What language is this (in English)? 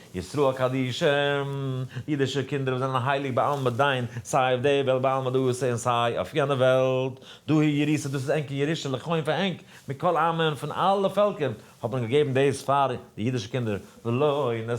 Yiddish